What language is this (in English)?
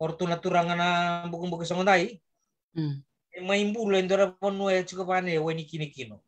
Fijian